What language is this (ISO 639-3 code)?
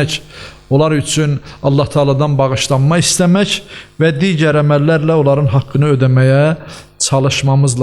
aze